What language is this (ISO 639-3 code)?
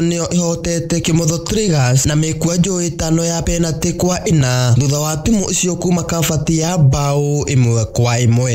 kik